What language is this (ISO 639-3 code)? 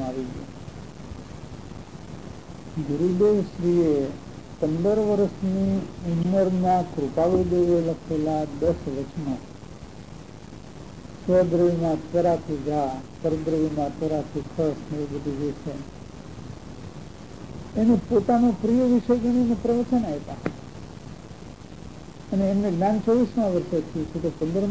guj